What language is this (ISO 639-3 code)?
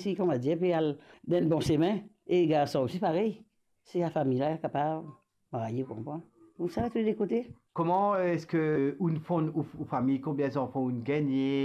mfe